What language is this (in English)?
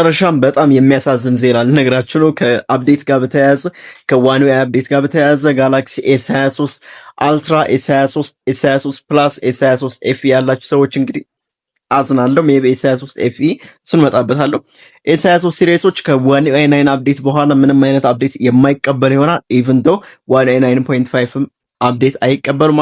Amharic